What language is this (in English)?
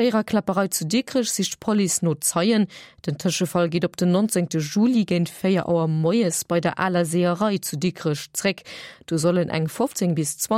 Luxembourgish